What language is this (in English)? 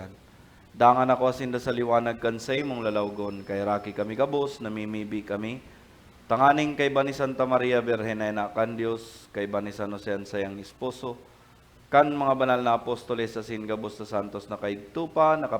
Bikol